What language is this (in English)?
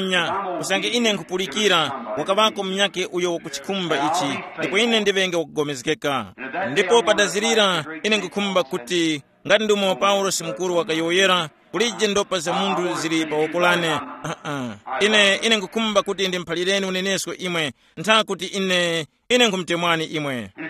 Tumbuka